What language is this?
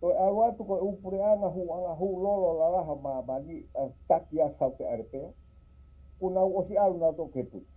Tongan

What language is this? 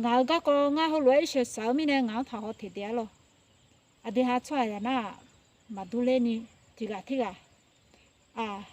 Akha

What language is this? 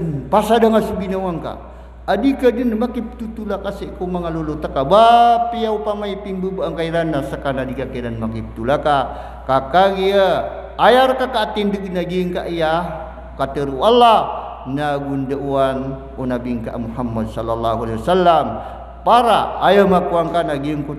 Maranao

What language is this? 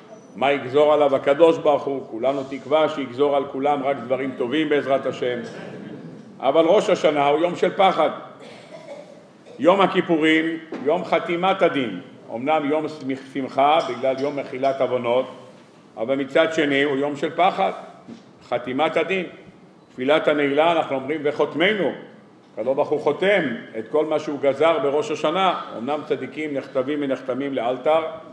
Hebrew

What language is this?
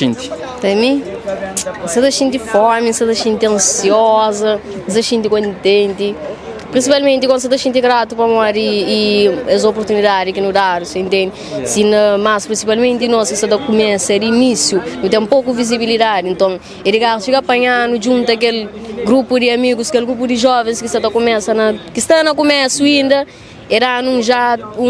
Kabuverdianu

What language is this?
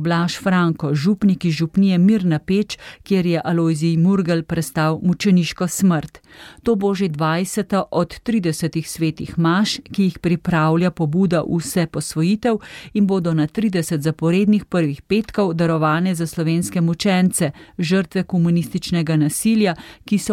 Slovenian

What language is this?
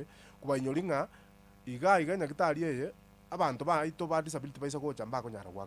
Gusii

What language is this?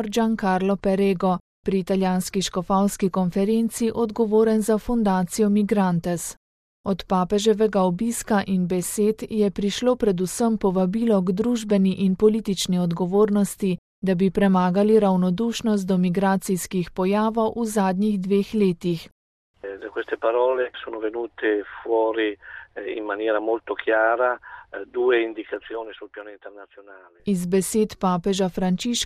Slovenian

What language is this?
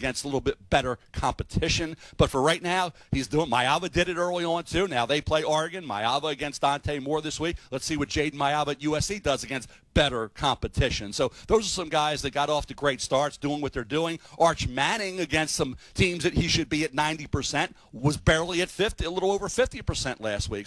English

